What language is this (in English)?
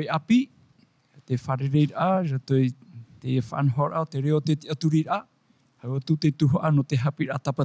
Tahitian